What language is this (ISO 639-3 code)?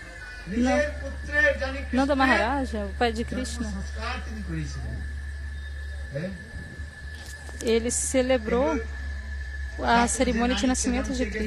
por